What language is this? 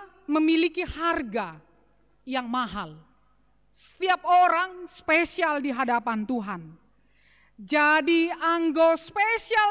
Batak Simalungun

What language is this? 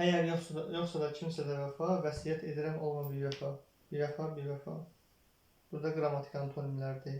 Azerbaijani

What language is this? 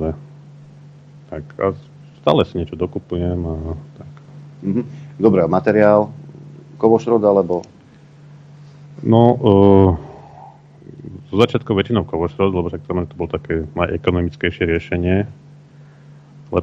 Slovak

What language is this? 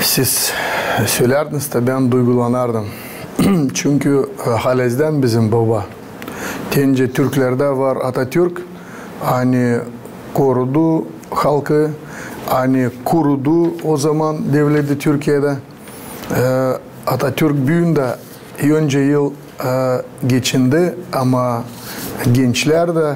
Gagauz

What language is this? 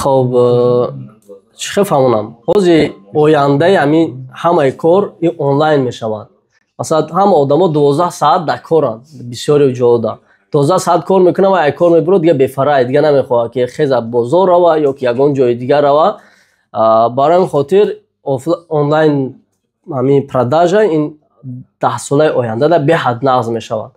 Tajik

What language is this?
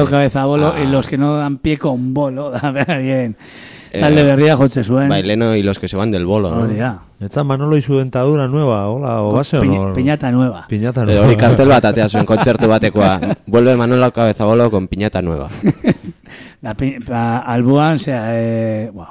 Basque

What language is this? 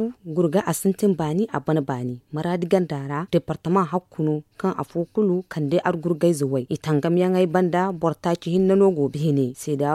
Zarma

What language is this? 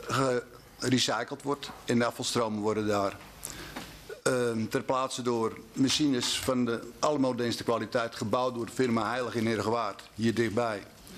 Dutch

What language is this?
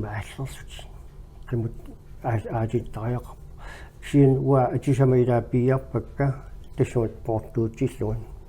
Kalaallisut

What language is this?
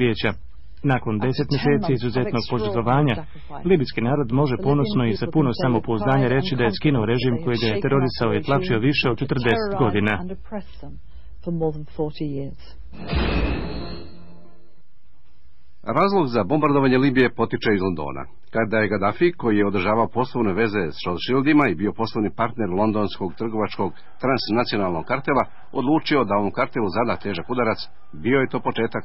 Bosnian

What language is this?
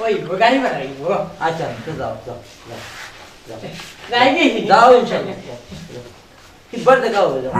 Sylheti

